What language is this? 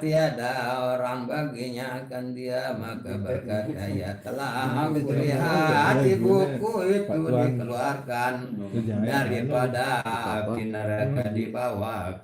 Sasak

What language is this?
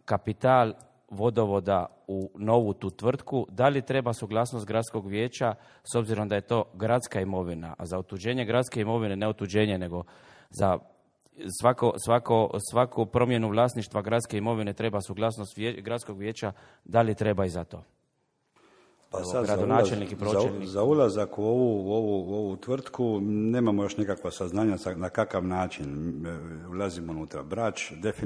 Croatian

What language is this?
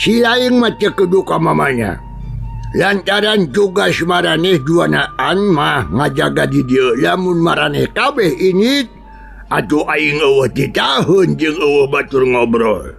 Sundanese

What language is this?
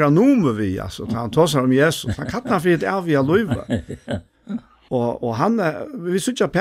Faroese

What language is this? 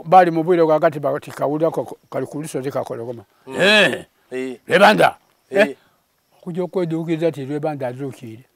Soga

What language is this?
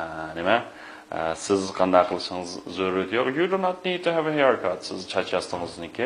Uyghur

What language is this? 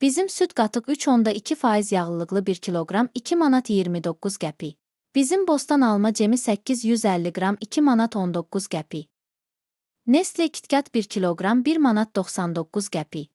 Azerbaijani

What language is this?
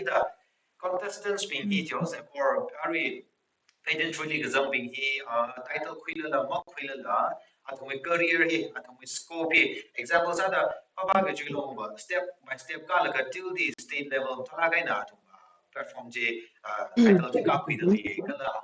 Tangkhul Naga (India)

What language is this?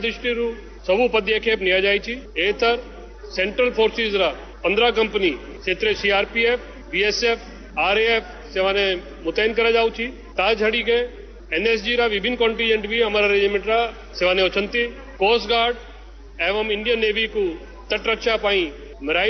Odia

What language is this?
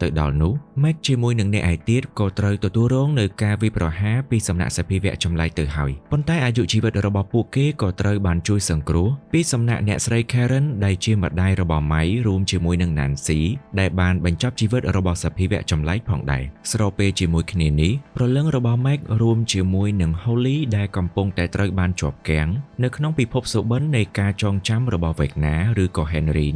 Khmer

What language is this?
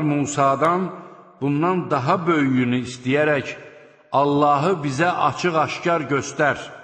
Azerbaijani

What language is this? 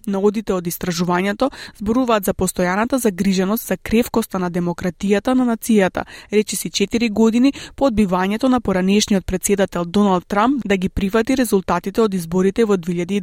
Macedonian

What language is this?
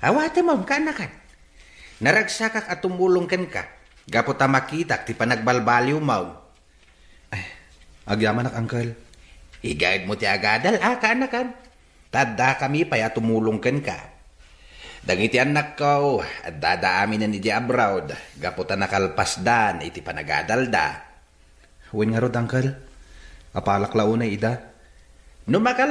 Iloko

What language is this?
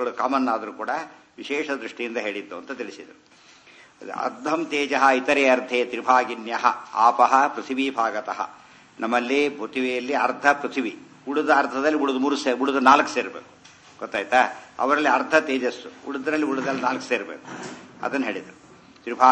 Kannada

